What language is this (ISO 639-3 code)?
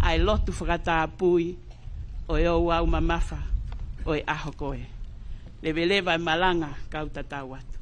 ton